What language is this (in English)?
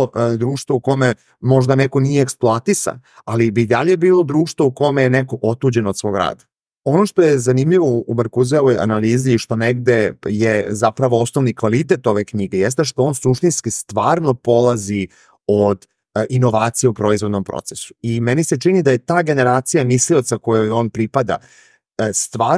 Serbian